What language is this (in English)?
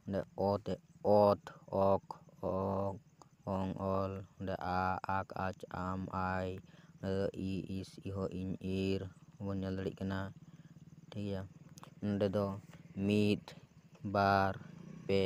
Santali